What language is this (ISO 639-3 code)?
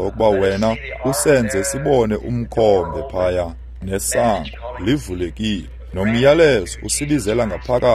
xho